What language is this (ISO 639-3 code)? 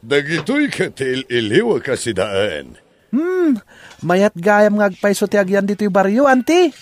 ilo